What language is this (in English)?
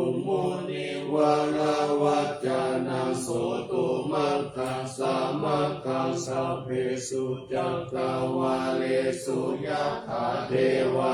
Pali